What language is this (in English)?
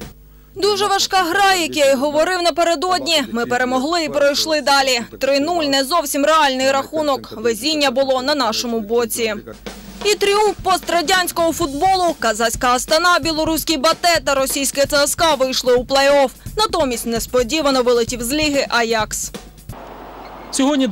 Ukrainian